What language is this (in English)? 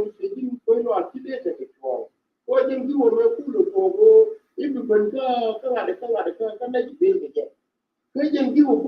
Nuer